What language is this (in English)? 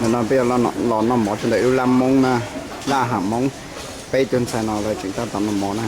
Hmong